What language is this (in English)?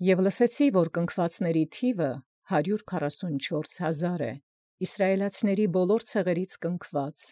Armenian